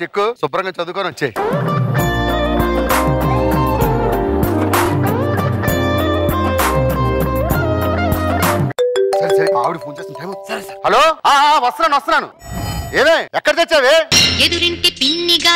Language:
Telugu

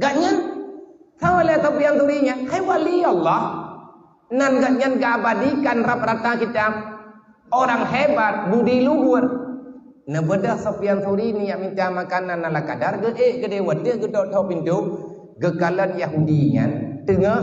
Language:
Achinese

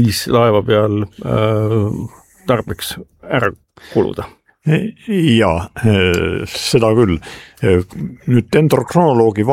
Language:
Estonian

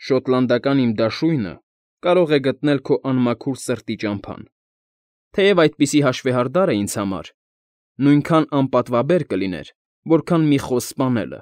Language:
Armenian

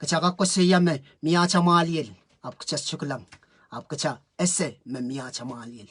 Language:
Pohnpeian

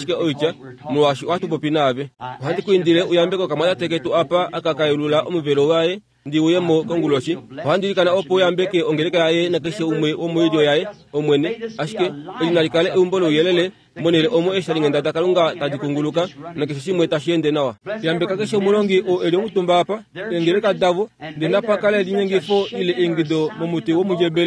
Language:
Kuanyama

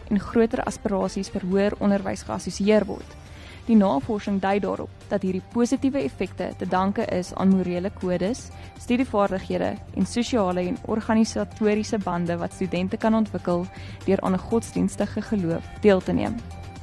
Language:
Afrikaans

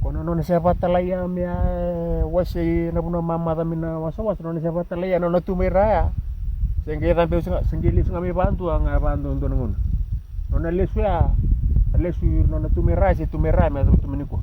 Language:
Fijian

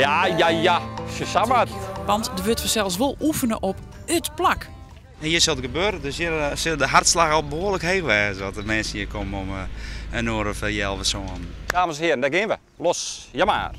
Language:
Western Frisian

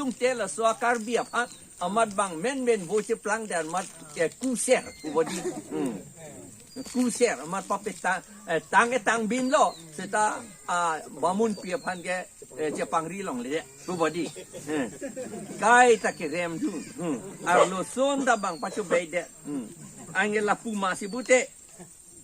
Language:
Karbi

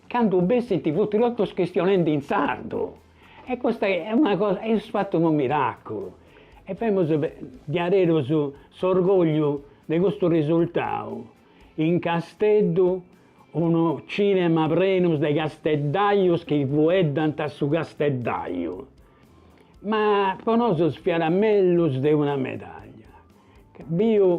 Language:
Sardinian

